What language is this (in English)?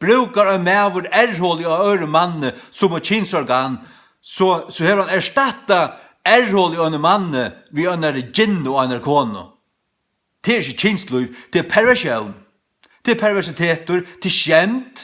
Faroese